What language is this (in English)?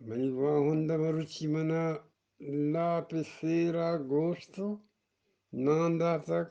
Eastern Balochi